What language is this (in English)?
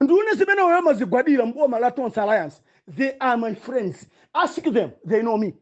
Nyanja